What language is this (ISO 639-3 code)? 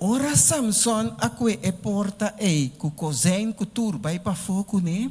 pap